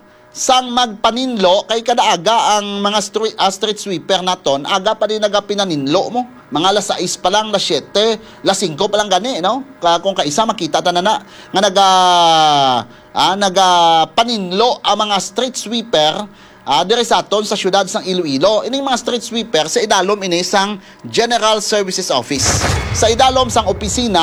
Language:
Hiligaynon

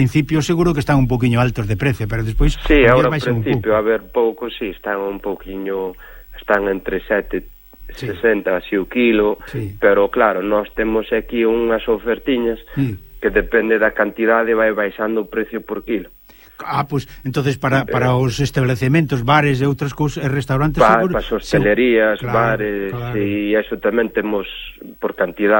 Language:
Galician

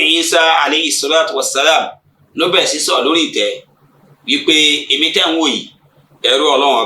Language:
Yoruba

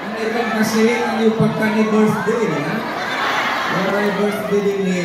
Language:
Waray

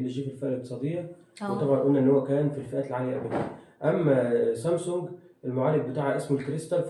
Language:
Egyptian Arabic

